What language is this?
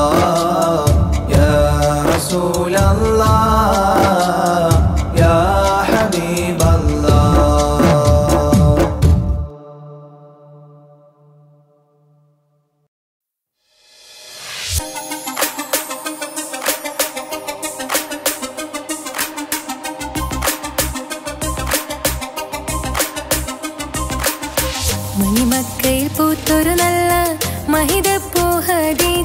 Malayalam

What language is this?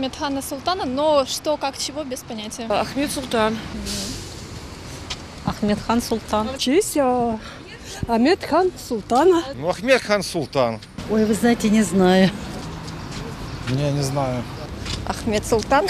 Russian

